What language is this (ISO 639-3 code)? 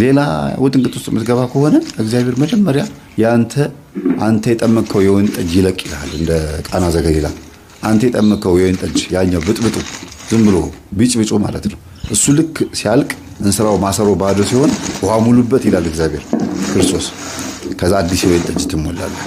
amh